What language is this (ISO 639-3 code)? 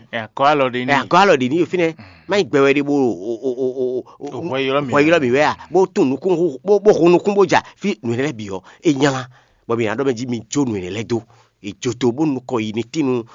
fon